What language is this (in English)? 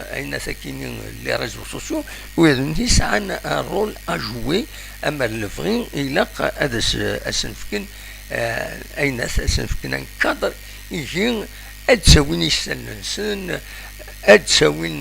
Kabyle